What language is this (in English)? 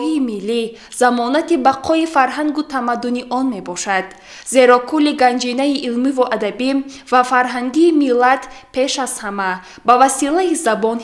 Tajik